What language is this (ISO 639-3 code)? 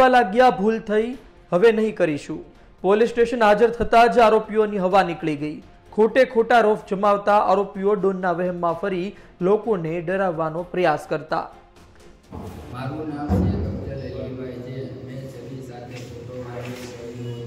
guj